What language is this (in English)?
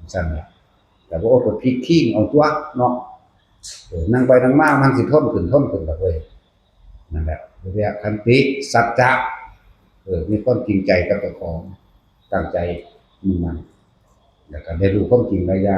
Northeastern Thai